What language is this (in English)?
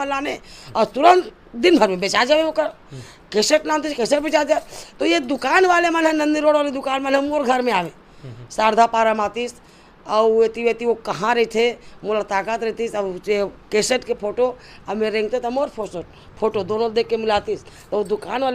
Chhattisgarhi